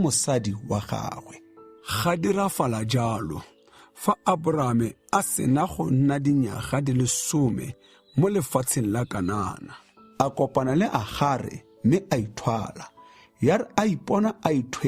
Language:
Tswana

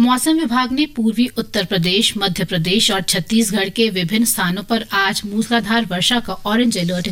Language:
Hindi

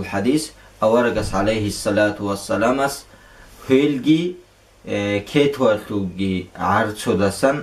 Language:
Avaric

